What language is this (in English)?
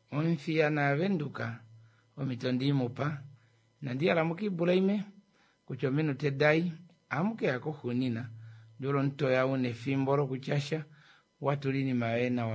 Kuanyama